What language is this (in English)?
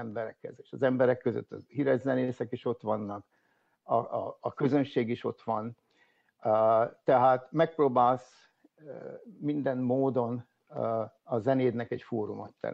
Hungarian